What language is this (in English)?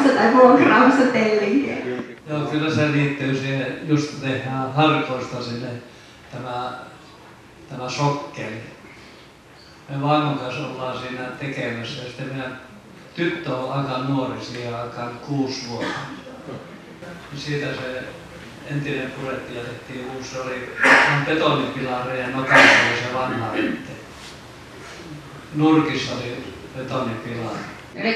Finnish